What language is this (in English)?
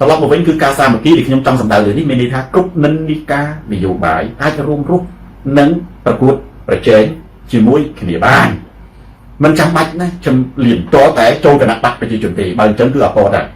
Khmer